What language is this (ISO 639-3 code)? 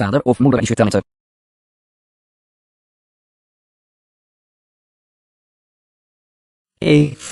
nld